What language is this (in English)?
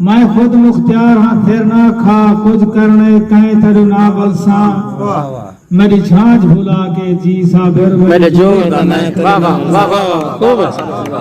Saraiki